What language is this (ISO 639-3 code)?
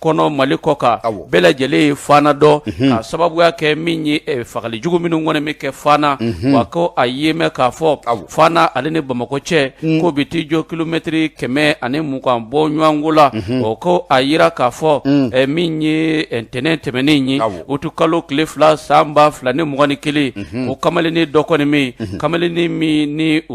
bam